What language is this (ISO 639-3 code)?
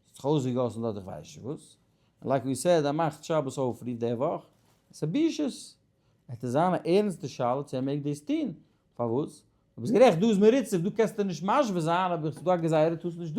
yid